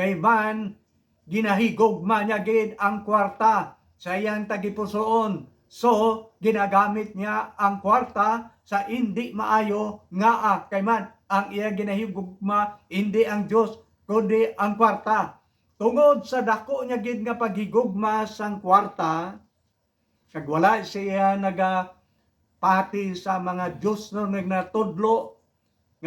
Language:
Hiligaynon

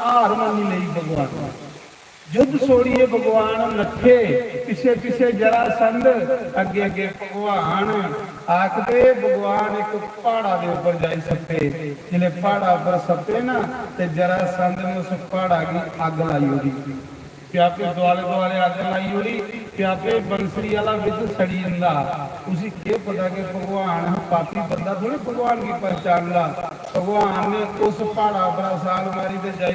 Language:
Dogri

